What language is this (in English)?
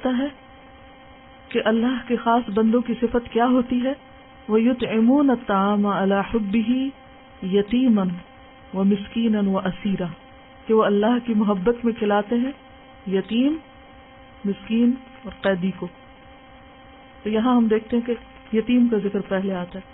Urdu